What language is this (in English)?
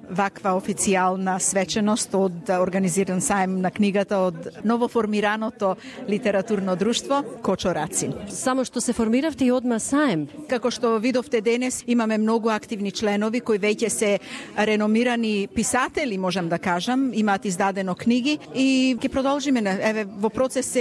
Macedonian